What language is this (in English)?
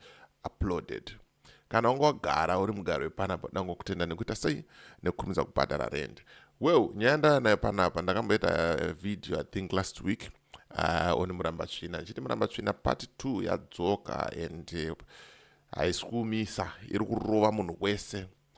Shona